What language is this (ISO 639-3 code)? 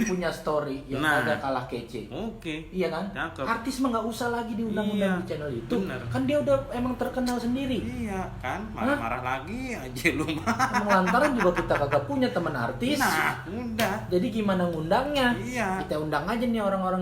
bew